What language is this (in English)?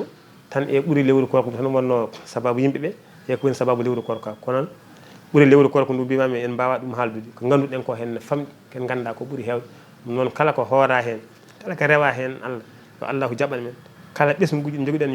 Fula